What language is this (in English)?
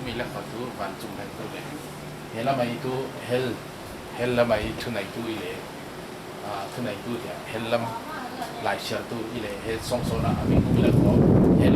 Falam Chin